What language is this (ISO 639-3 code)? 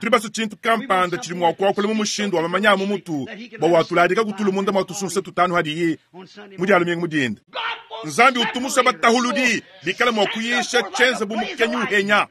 lua